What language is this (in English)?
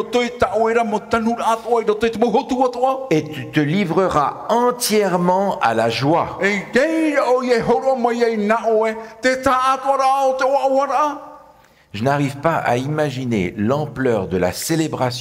Tahitian